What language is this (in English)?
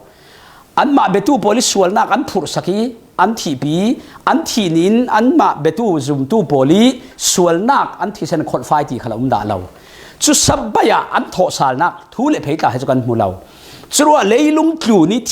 Falam Chin